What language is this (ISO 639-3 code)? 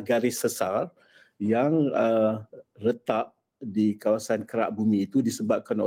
msa